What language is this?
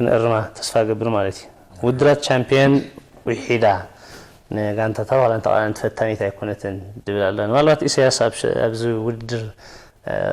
Tigrinya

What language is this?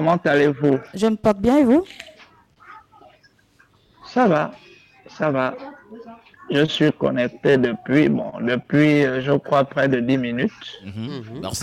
French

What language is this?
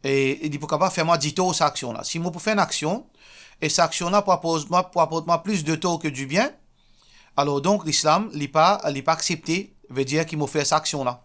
Morisyen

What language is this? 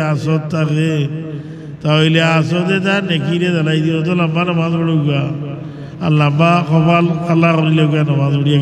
Sylheti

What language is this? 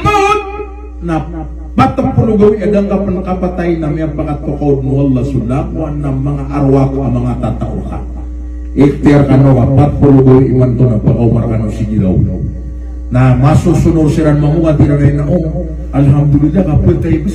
Maranao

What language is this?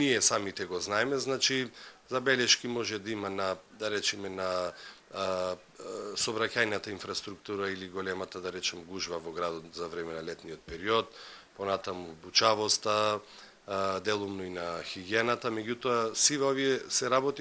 Macedonian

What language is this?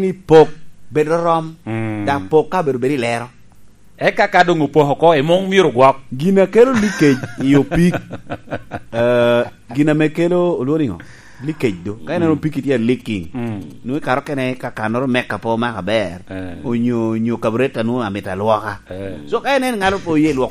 Lango (Uganda)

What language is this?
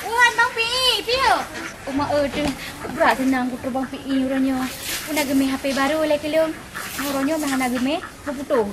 Achinese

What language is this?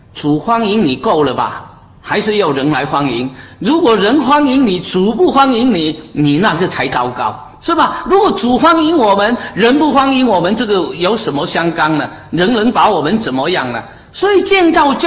Chinese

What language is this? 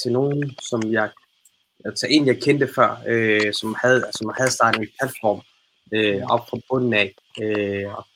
Danish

